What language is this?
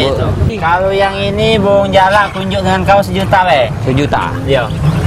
Musi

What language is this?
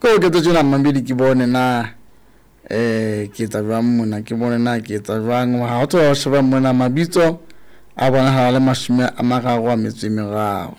Southern Sotho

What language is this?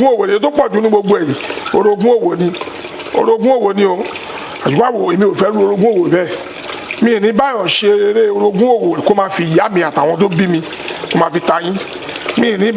Yoruba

